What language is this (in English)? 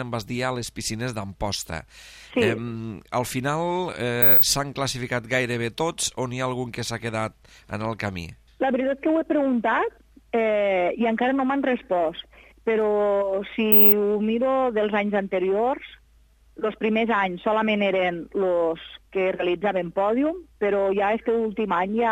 Catalan